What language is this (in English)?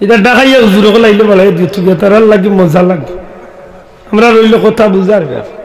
Sylheti